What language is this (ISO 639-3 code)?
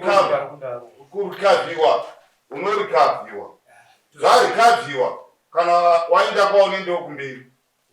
sna